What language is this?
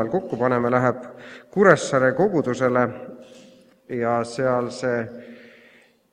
Estonian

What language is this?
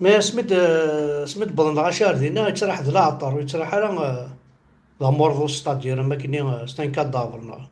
Kabyle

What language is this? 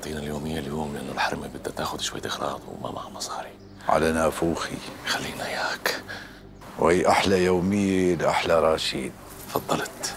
North Levantine Arabic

